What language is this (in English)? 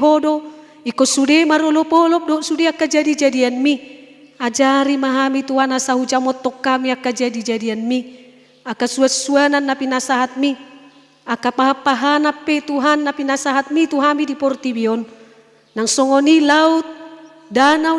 Batak Toba